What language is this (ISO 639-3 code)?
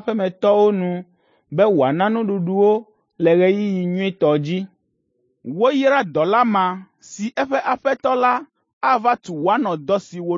ewe